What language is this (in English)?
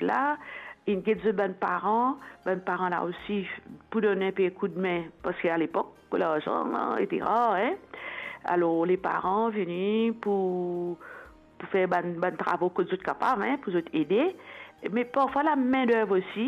Morisyen